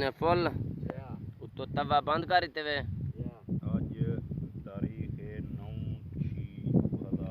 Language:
Saraiki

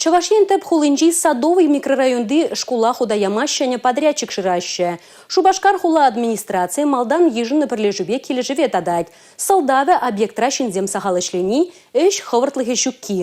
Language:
Chuvash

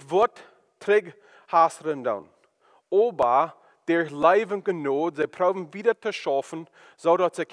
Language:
Plautdietsch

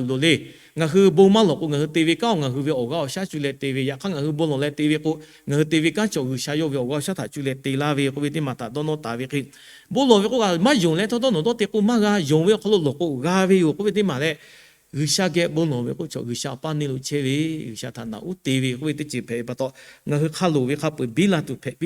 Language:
Lahu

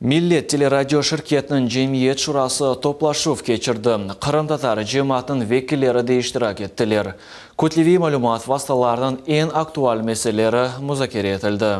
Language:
Crimean Tatar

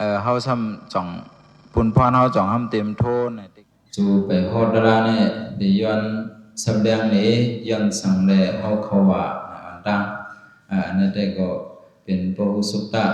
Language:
Shan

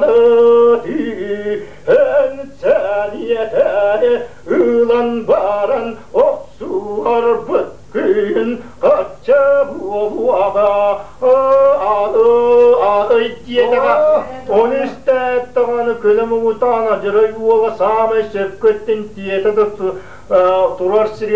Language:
Yakut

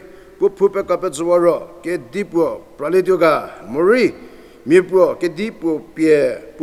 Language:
Angami Naga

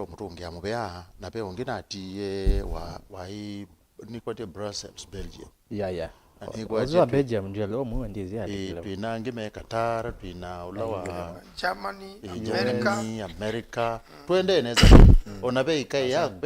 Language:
Kamba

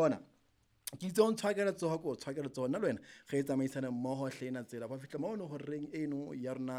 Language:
Southern Sotho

